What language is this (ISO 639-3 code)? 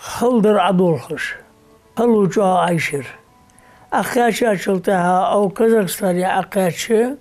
inh